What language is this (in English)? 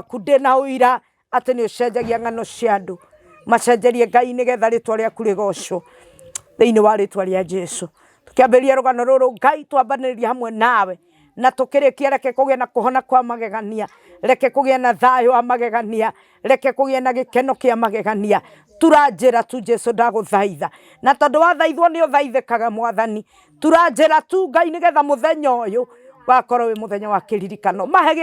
Kikuyu